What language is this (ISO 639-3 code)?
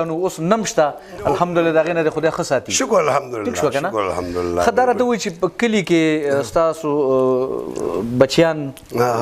pus